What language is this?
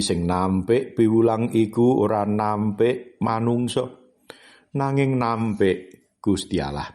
Javanese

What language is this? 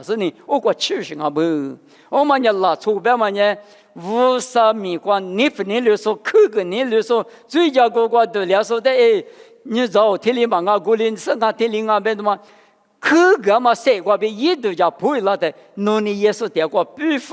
Lisu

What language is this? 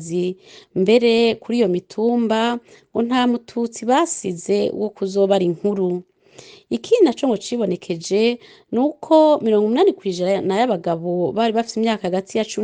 Rundi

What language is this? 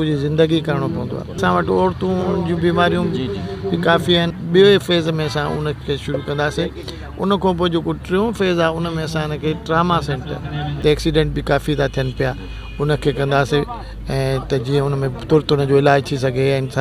Sindhi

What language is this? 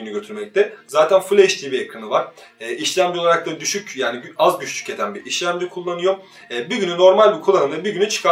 Turkish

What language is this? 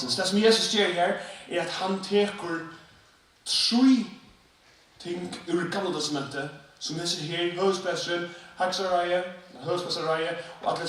Faroese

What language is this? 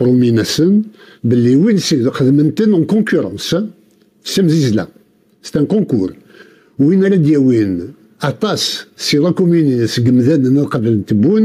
Kabyle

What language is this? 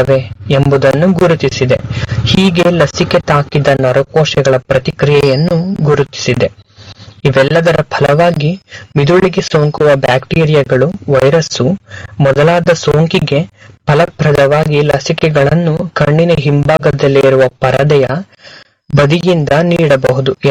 Kannada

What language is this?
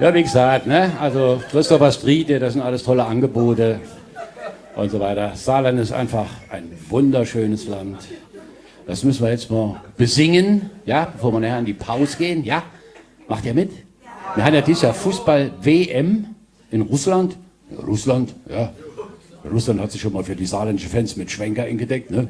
Palatine German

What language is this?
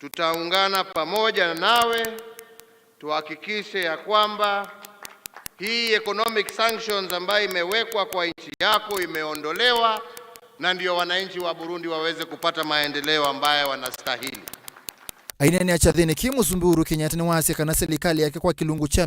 Kamba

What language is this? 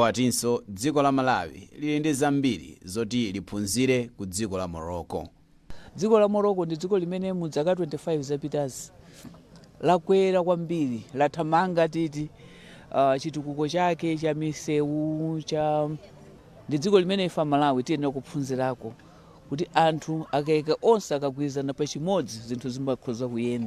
Nyanja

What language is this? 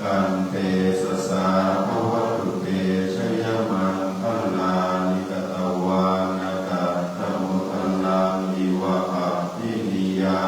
Pali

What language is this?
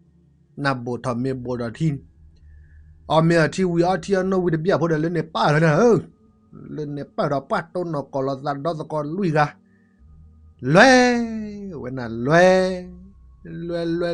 S'gaw Karen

